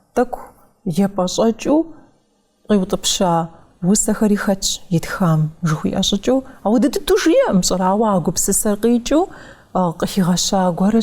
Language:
Kabardian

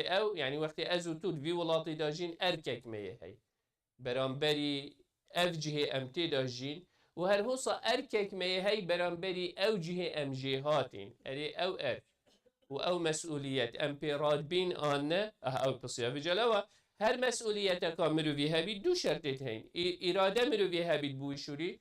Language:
Kurdish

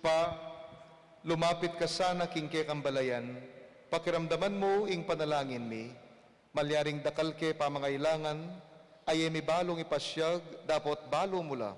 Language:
Pampanga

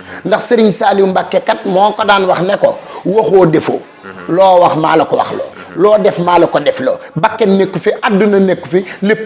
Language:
Wolof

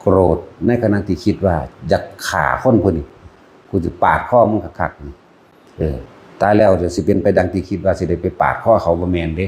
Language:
Northeastern Thai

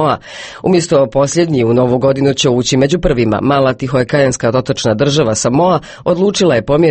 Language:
Croatian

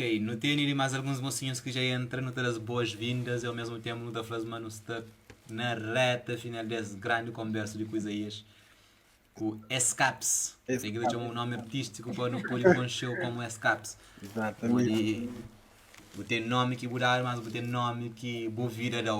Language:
Kabuverdianu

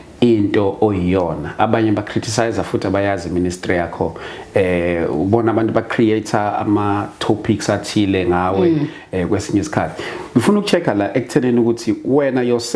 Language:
Zulu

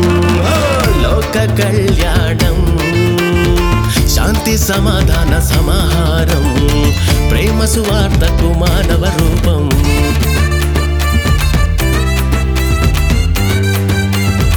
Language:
Telugu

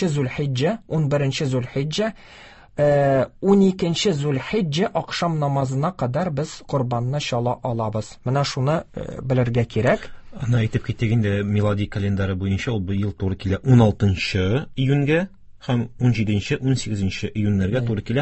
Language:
Tatar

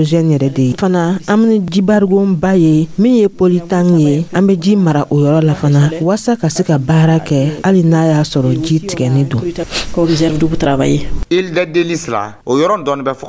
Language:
Dyula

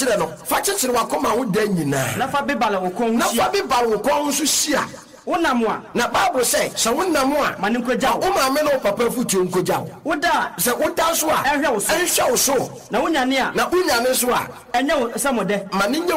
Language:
Akan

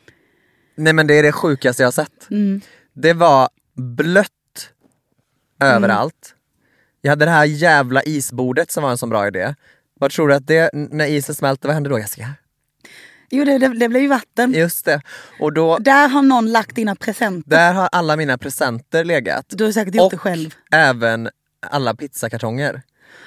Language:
Swedish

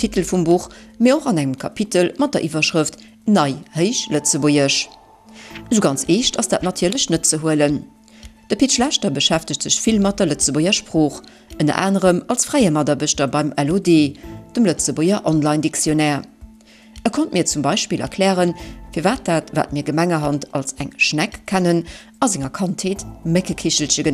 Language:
Luxembourgish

